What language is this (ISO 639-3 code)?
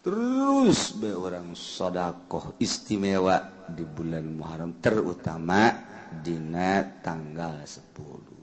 sun